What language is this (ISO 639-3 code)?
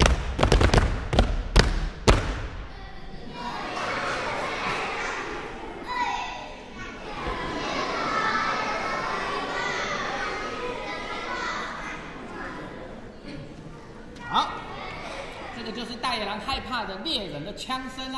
zho